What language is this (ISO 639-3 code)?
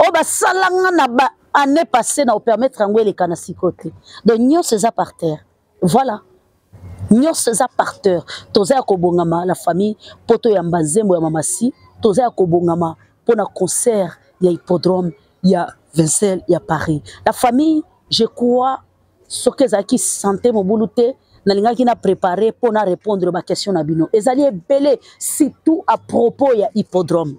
lin